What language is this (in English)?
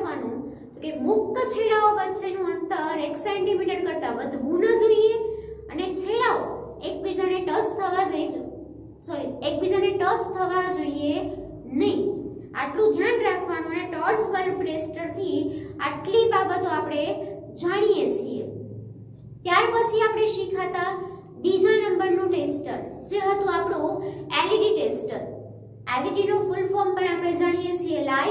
Gujarati